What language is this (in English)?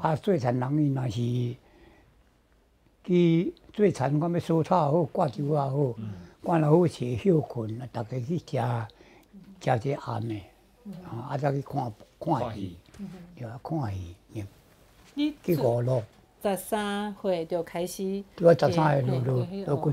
Chinese